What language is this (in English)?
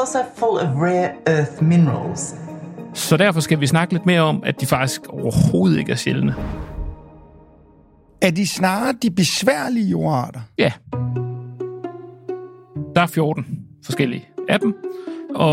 Danish